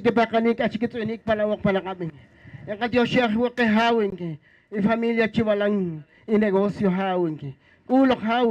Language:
Poqomchi'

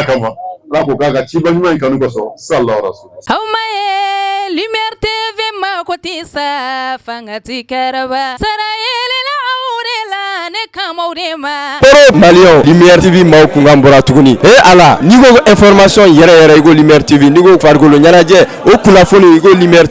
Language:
Bambara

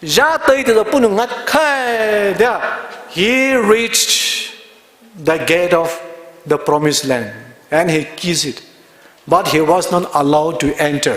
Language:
Poumei Naga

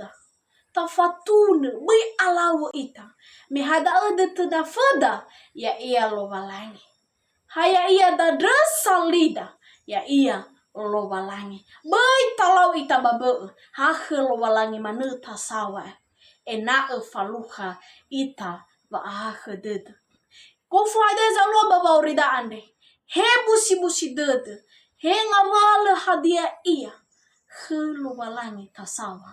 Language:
Nias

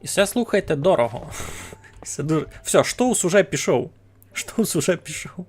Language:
Rusyn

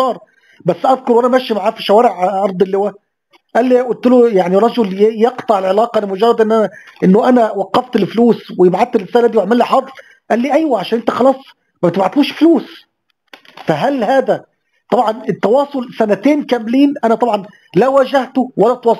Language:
Egyptian Arabic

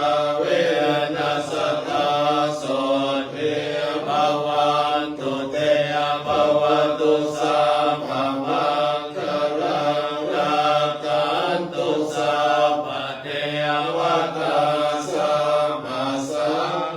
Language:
Pali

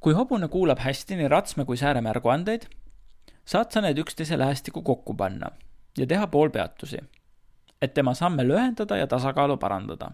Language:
Estonian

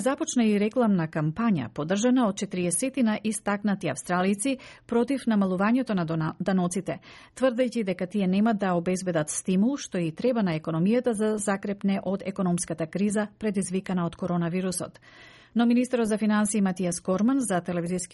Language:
Macedonian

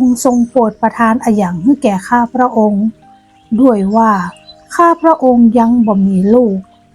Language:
Northern Thai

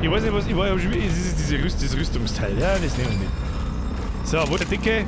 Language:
Bavarian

